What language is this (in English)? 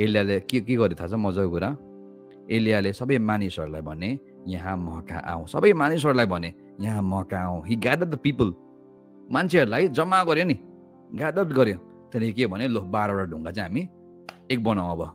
Nepali